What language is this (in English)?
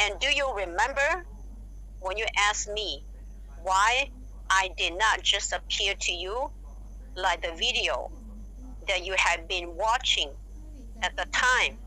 Hmong